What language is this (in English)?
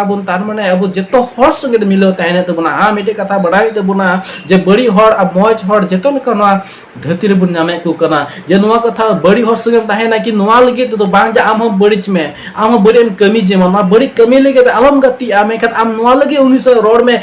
Santali